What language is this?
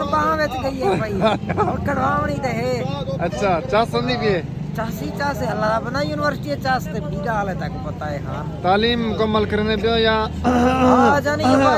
Saraiki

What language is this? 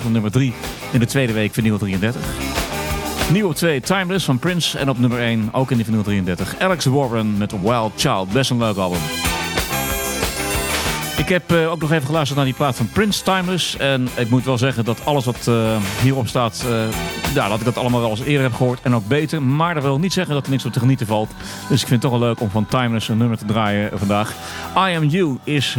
Dutch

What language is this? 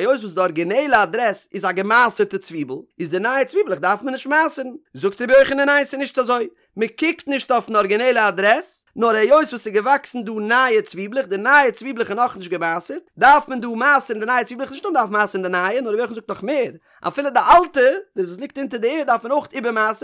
Yiddish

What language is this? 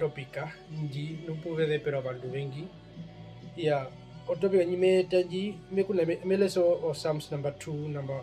Herero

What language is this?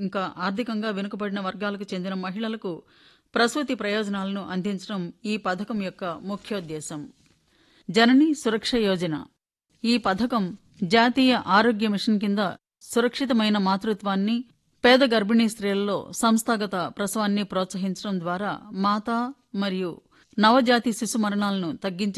Telugu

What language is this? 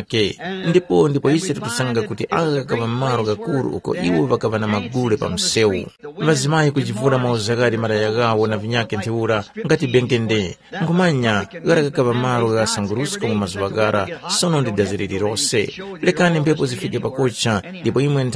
Tumbuka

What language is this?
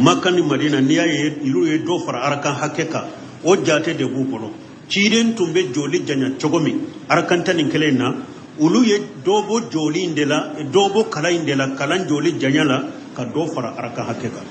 Bambara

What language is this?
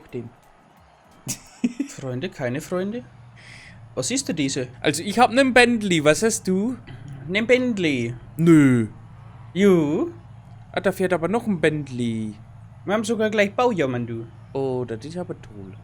Bavarian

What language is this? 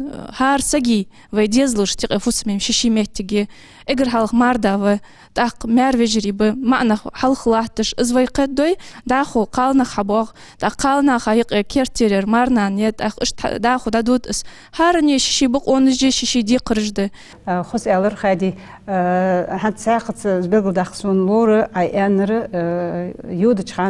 Ingush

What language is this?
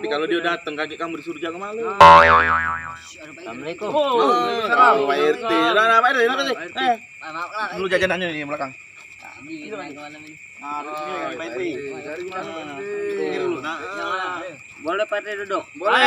Musi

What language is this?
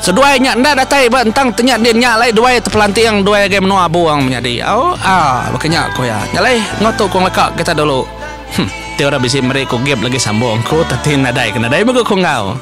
Iban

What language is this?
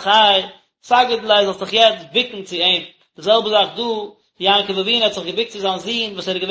Yiddish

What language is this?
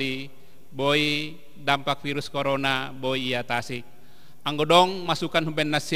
Batak Simalungun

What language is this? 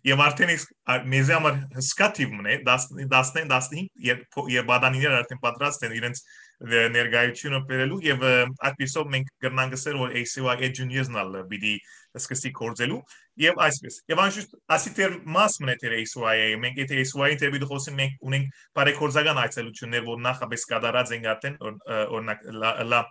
Western Armenian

